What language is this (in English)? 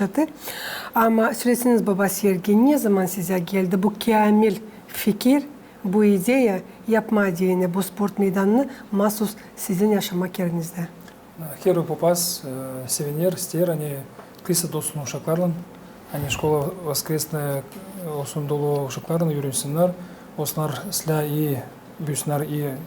Gagauz